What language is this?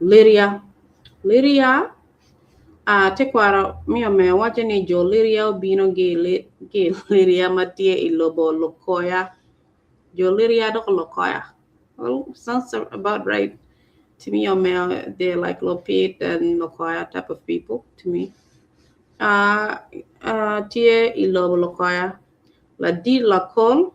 Acoli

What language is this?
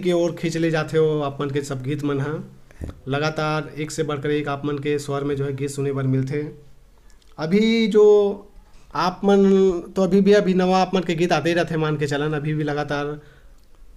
Chhattisgarhi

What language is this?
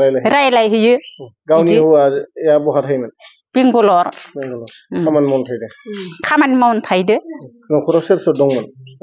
Bodo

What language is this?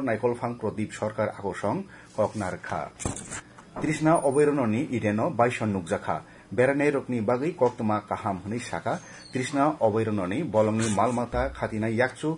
Kok Borok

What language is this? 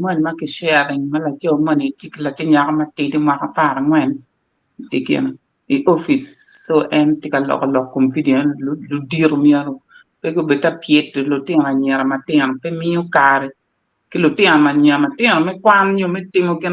Acoli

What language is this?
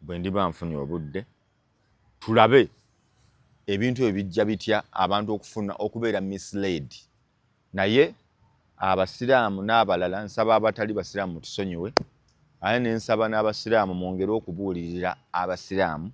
Ganda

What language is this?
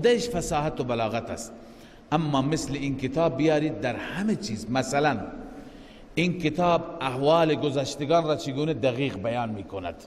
Persian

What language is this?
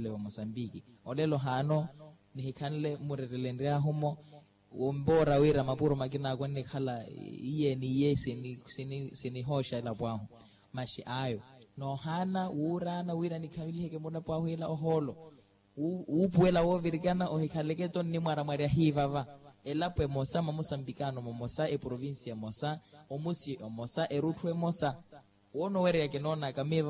Makhuwa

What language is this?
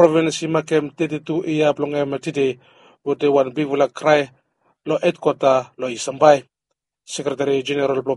Bislama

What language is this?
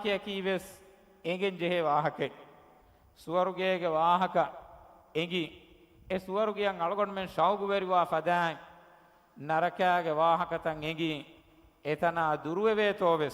Divehi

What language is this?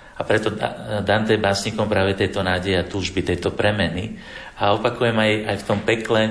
Slovak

